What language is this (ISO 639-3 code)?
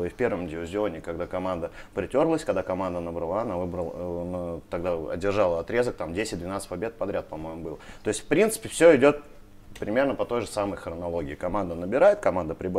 rus